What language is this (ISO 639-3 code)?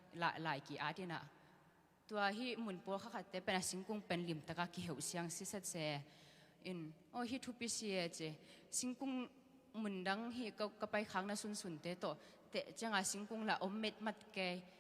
ctd